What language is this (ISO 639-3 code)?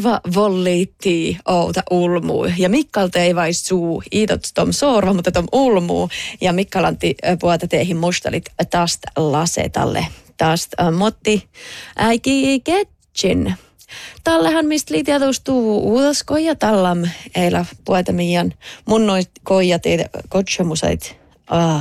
sme